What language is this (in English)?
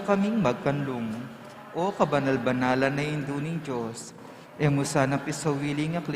Pampanga